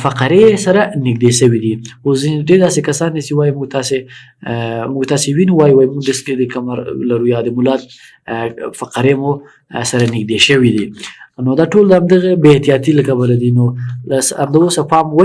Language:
Pashto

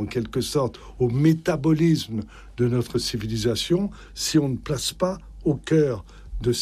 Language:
French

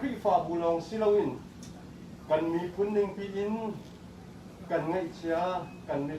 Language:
Hakha Chin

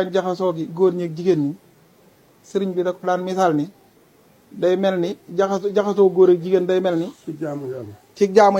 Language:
Wolof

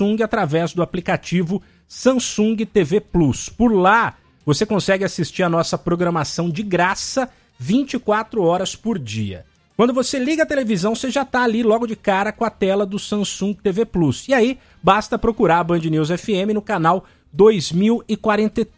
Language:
Portuguese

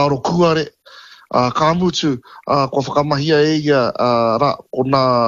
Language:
Māori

